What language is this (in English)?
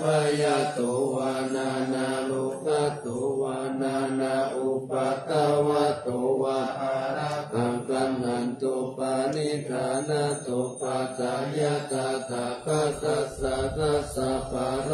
Pali